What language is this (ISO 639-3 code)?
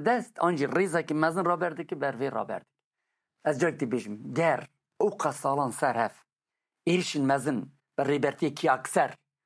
kur